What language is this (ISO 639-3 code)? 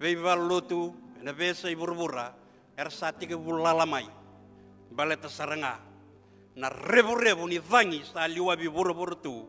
fij